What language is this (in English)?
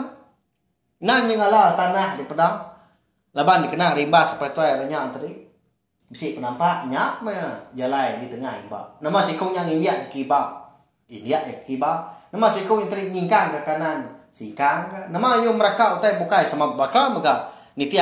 Iban